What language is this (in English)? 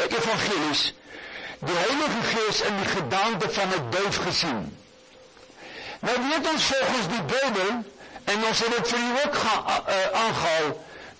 Afrikaans